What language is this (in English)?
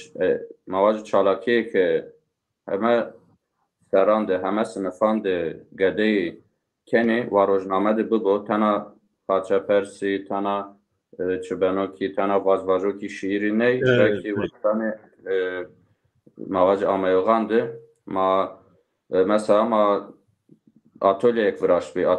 Zaza